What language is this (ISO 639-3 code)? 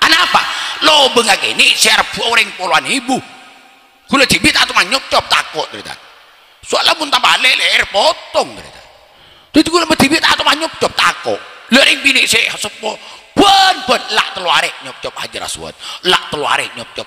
mad